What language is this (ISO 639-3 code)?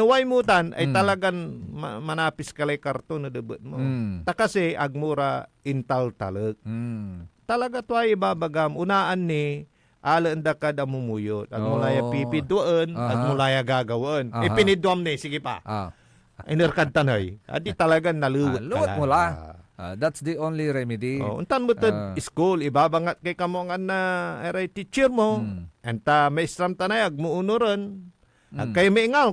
pag